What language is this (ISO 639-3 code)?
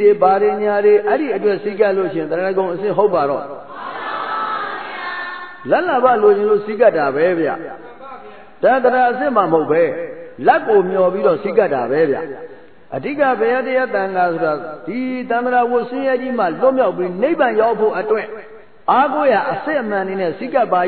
mya